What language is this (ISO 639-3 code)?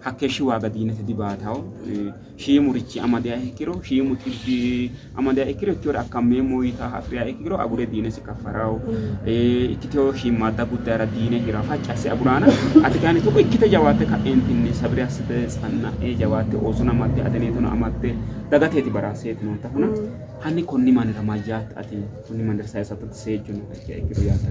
sid